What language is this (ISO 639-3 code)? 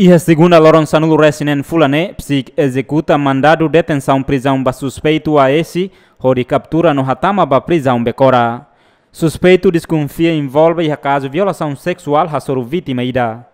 tet